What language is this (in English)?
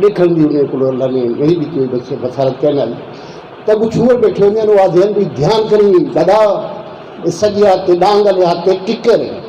Saraiki